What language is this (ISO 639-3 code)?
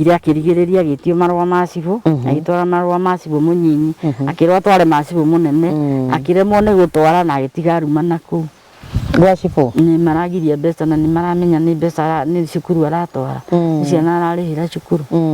kik